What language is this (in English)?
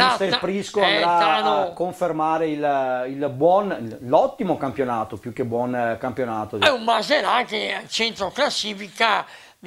Italian